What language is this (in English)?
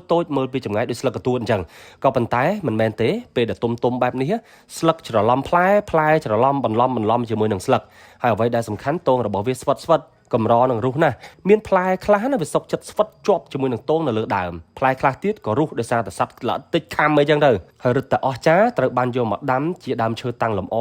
Khmer